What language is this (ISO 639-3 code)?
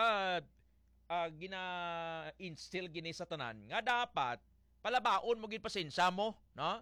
hil